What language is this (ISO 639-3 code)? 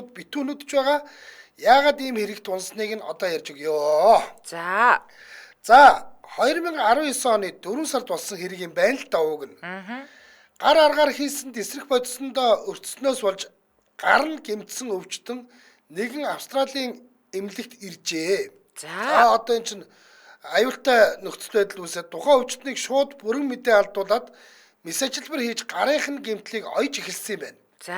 mon